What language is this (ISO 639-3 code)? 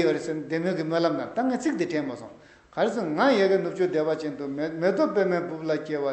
bod